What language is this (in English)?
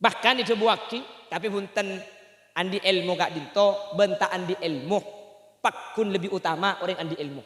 Madurese